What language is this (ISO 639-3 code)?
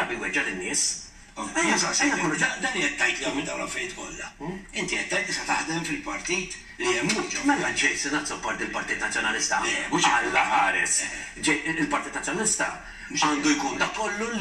mlt